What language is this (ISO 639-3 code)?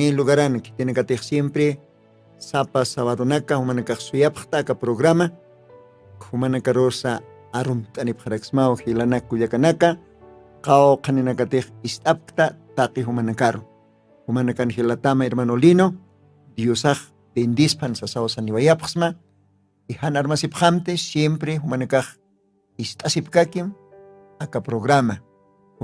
aym